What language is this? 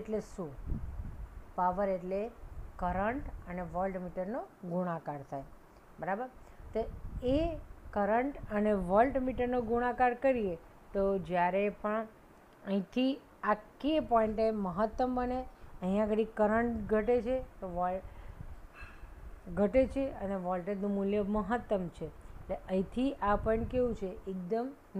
Gujarati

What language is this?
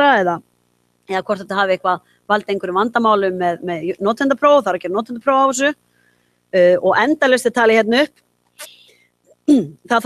Icelandic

